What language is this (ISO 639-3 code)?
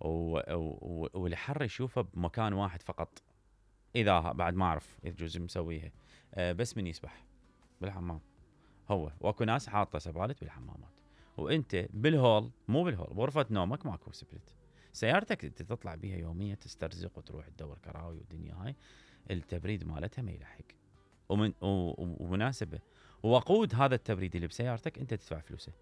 acm